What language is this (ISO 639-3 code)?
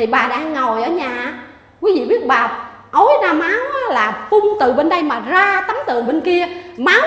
vie